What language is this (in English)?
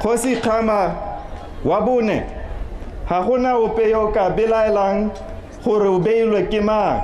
Tswana